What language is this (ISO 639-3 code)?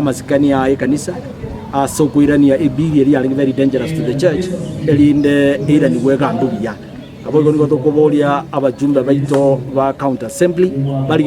guz